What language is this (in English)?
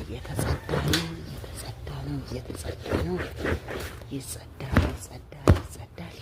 Amharic